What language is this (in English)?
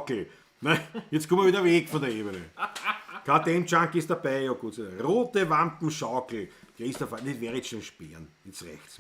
Bavarian